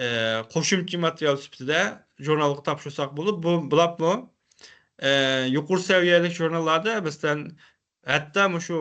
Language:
Uyghur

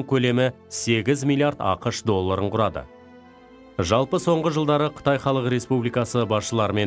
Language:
Kazakh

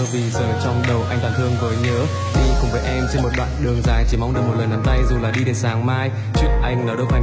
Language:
Vietnamese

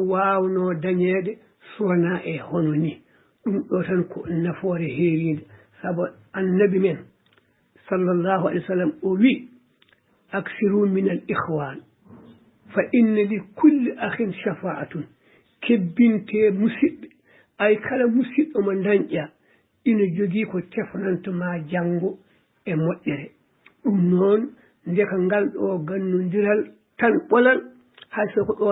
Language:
Fula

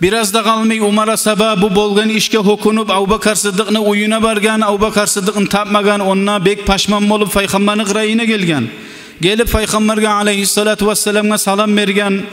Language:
Kumyk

